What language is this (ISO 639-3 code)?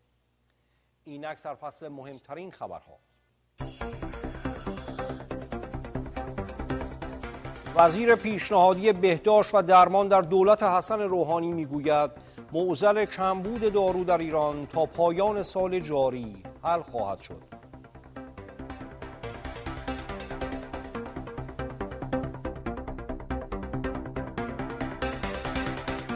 fas